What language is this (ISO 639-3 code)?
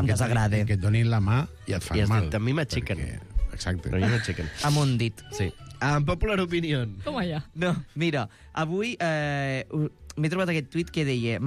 cat